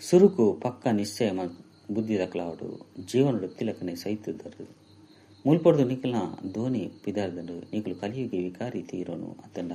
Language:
Tulu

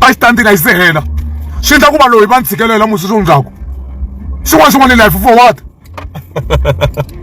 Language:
Tsonga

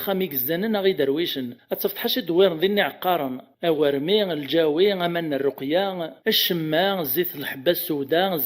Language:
Kabyle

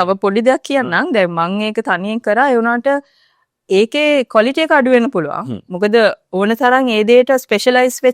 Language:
Sinhala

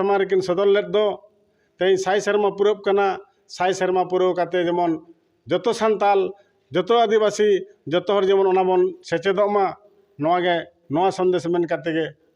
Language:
Santali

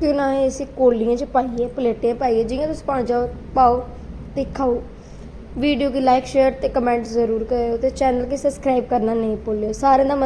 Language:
Dogri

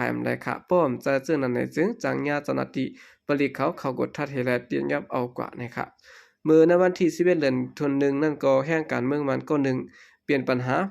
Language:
Shan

